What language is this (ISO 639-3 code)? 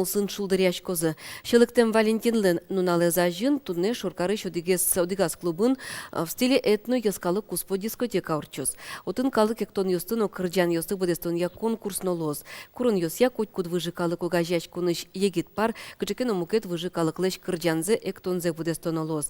udm